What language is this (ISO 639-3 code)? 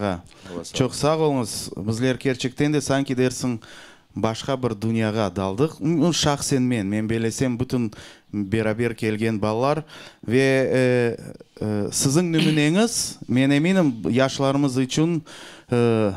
crh